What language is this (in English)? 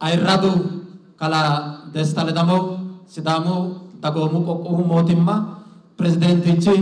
Sidamo